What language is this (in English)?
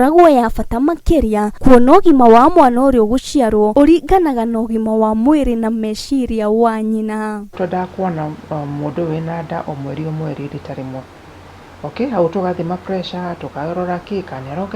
Kikuyu